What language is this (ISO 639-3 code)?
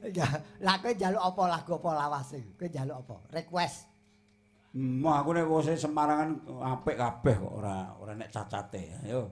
jav